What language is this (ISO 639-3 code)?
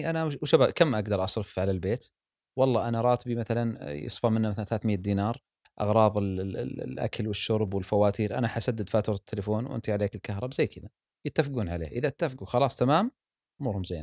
afb